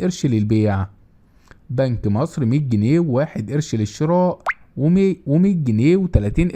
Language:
Egyptian Arabic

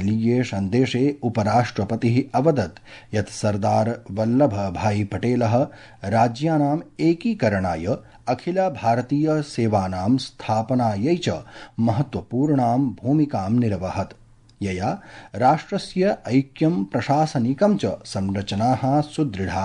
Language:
Sanskrit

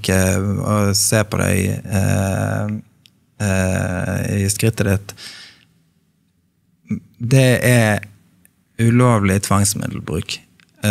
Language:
Norwegian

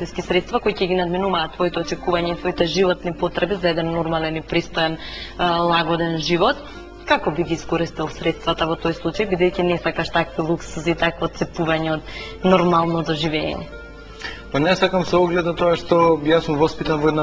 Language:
Macedonian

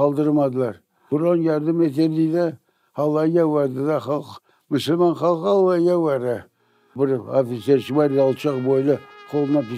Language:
Crimean Tatar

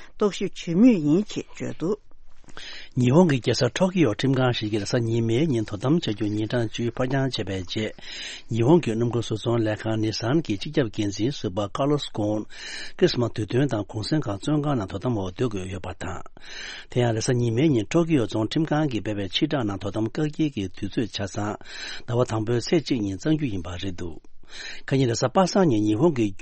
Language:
Tibetan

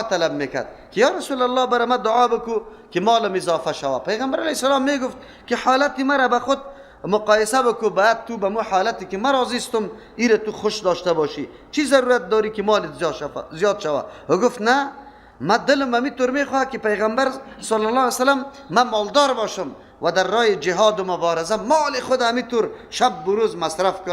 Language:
Persian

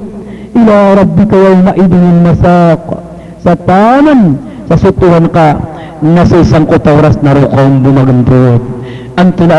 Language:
Maranao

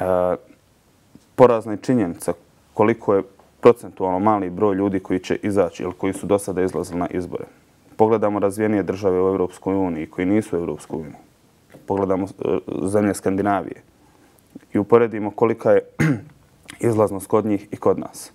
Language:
Bosnian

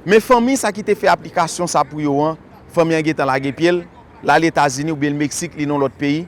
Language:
Haitian Creole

